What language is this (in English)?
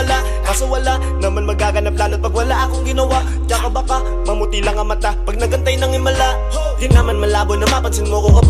Filipino